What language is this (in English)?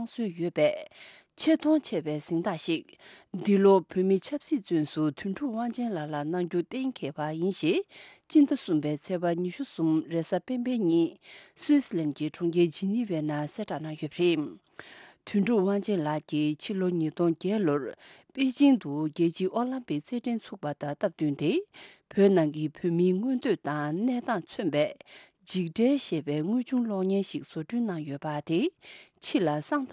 Tibetan